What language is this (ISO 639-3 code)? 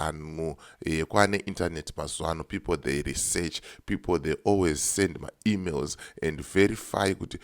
sna